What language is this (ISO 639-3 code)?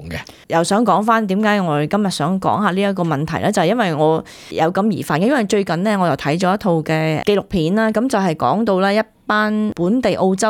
yue